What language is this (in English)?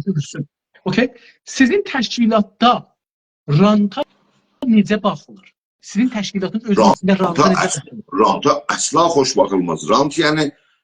South Azerbaijani